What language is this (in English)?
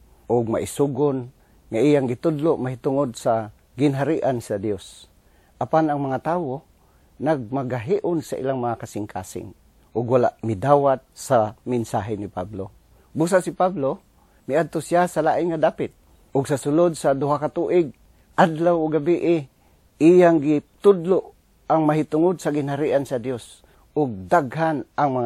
Cebuano